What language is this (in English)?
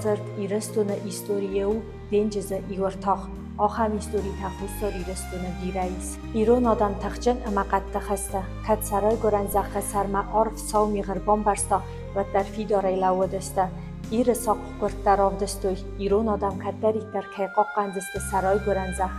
Ossetic